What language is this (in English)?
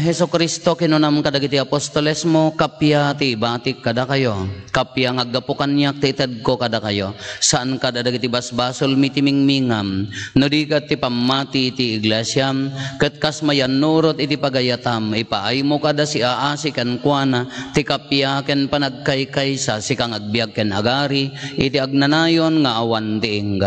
Iloko